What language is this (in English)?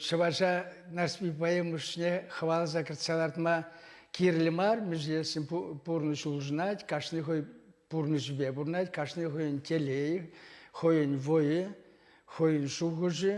Chuvash